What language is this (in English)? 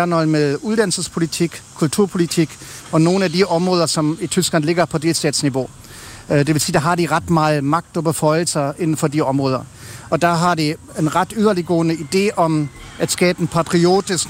Danish